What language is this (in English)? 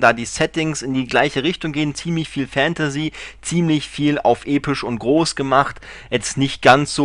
German